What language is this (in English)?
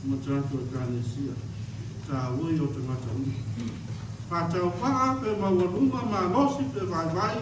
Samoan